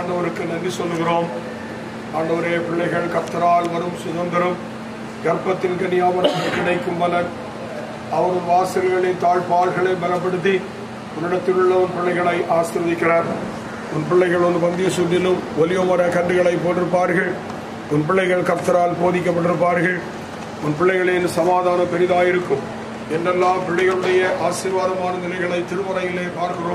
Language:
Tamil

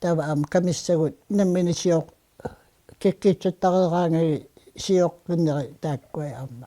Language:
Kalaallisut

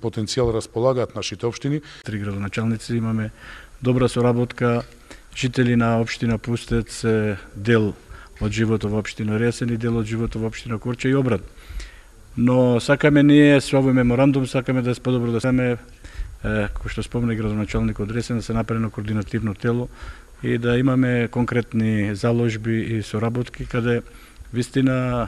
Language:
Macedonian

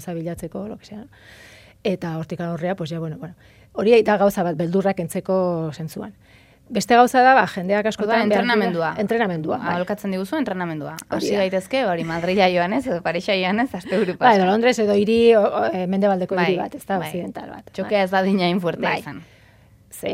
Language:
Basque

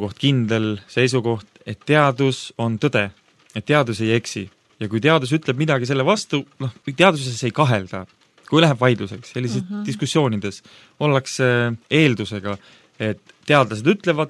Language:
Estonian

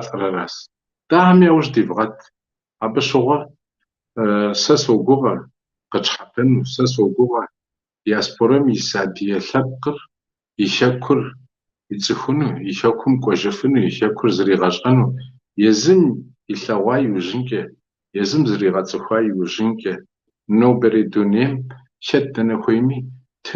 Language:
Kabardian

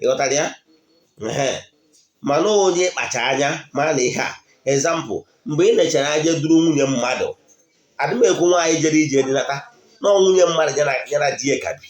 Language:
Igbo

